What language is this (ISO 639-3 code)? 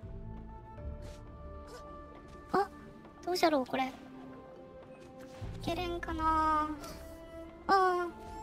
jpn